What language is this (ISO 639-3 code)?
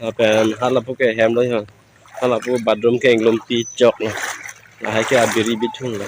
mjw